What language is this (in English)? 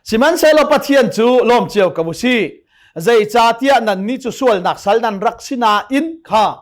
Hakha Chin